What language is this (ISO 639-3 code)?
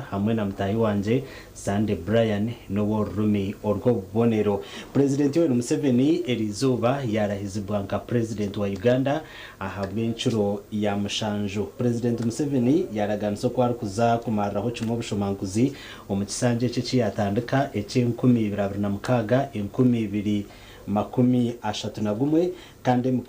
nyn